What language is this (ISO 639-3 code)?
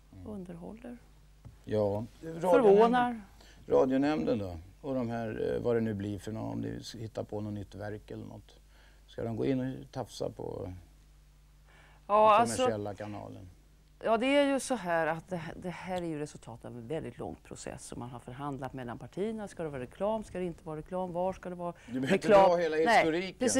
swe